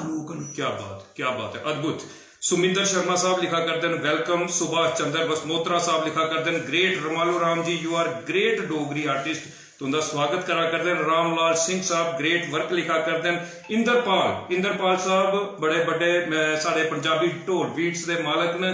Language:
Dogri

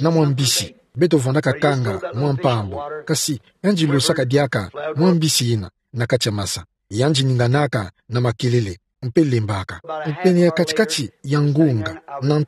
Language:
Kituba (Democratic Republic of Congo)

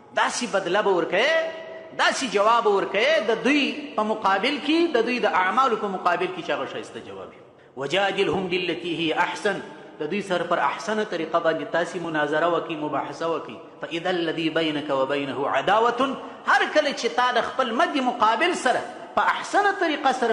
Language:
Pashto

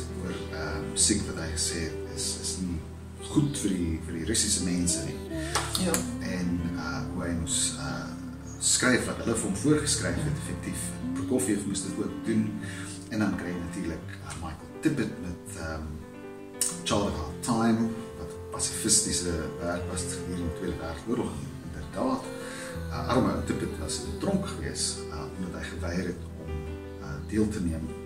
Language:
Afrikaans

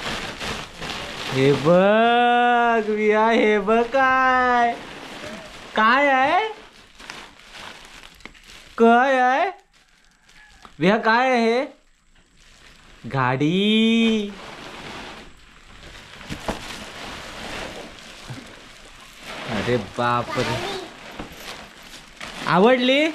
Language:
Marathi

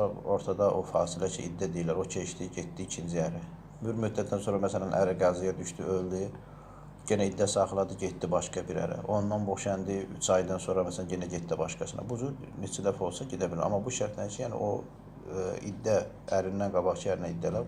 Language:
Azerbaijani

